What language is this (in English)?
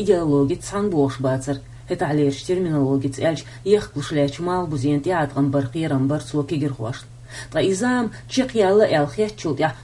Chechen